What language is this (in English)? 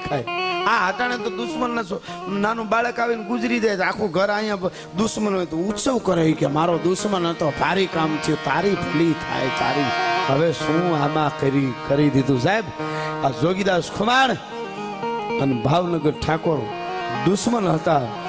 Gujarati